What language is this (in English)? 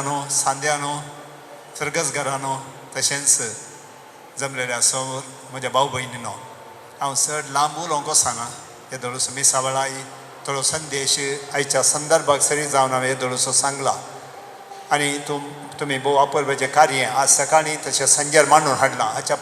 Konkani